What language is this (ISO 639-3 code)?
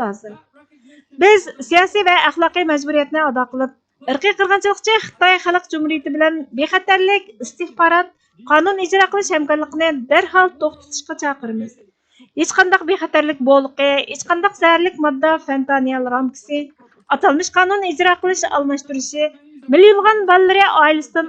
uig